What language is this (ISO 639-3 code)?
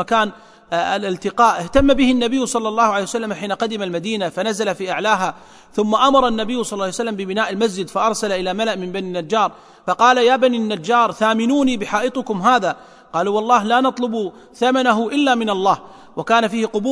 ara